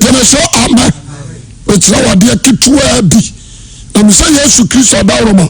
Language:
Akan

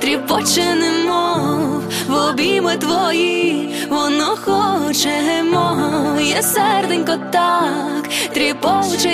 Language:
Ukrainian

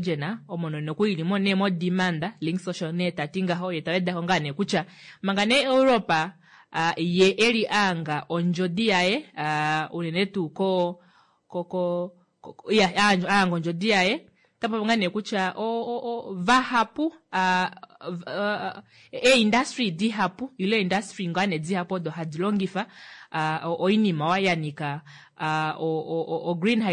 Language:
Kuanyama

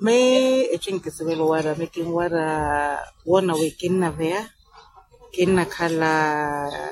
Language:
Makhuwa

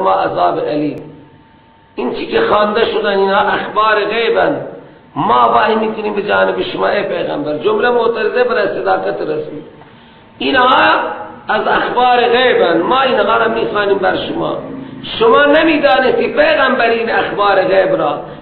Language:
Persian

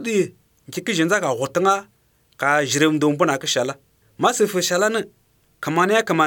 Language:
Romanian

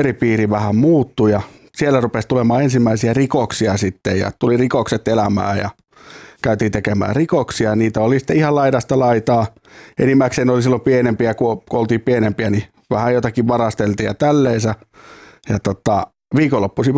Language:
Finnish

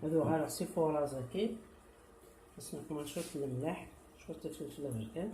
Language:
Kabyle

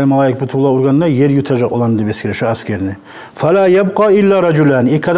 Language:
Kumyk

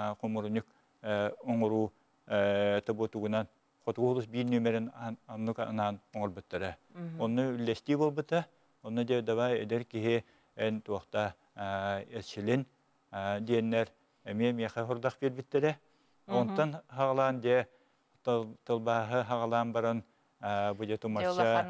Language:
Yakut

